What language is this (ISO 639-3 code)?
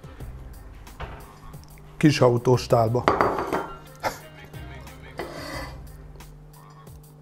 hun